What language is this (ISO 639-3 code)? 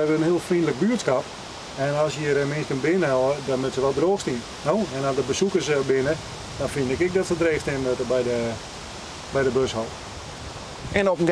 fry